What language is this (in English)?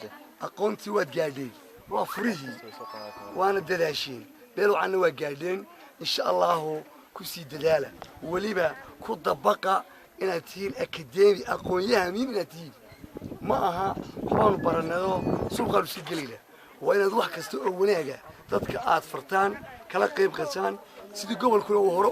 Somali